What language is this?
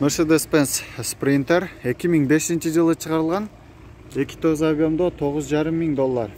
Kyrgyz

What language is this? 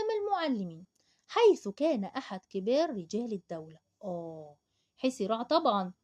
Egyptian Arabic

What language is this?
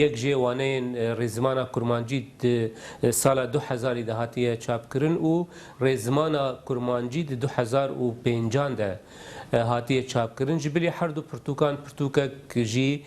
Kurdish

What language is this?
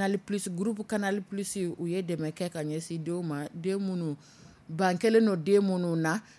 Dyula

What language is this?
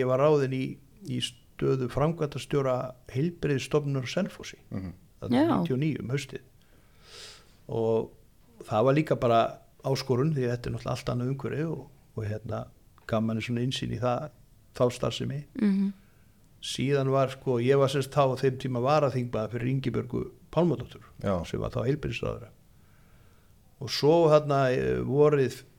Icelandic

